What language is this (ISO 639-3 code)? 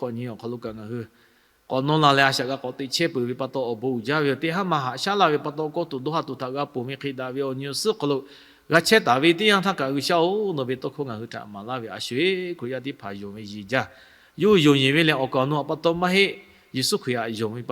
lhu